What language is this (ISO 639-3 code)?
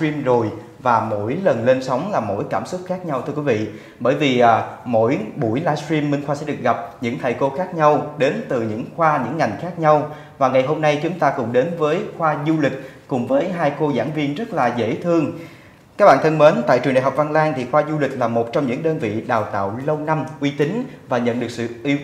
vie